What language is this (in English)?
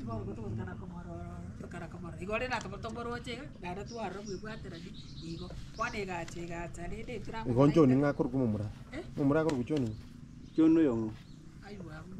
Gusii